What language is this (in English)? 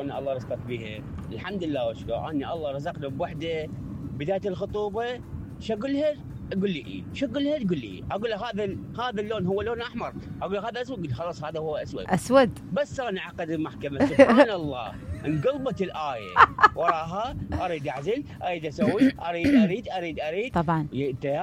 Mesopotamian Arabic